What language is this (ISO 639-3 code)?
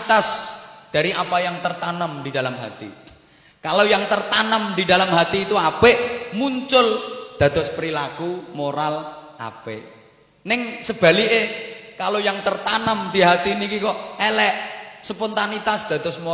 jav